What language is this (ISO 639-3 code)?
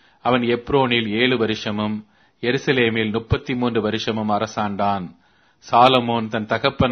tam